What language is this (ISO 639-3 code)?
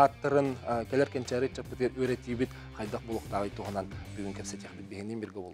sah